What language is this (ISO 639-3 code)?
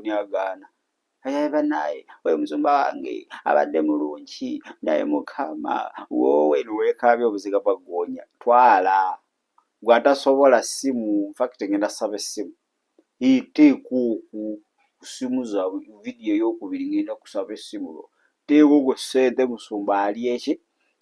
lug